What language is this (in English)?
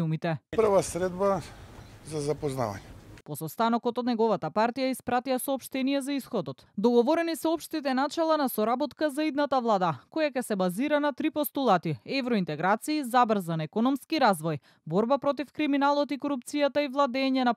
Macedonian